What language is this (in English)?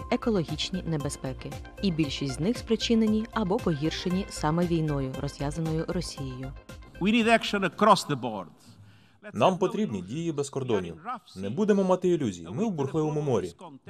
Ukrainian